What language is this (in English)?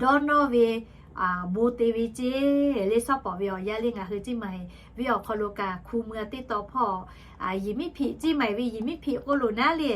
Lahu